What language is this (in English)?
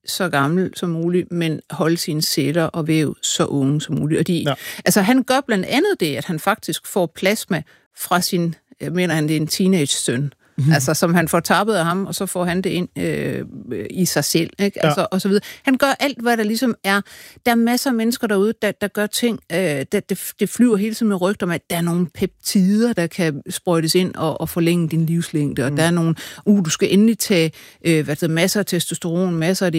Danish